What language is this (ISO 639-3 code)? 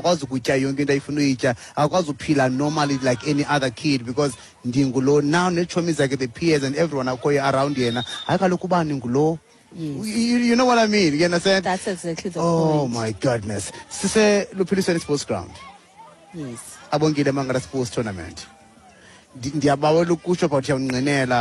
xho